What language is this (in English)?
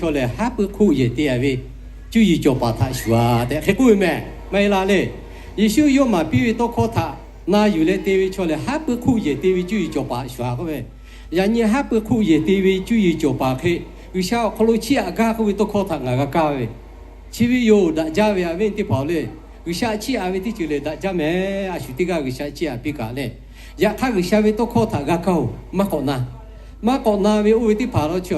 Lahu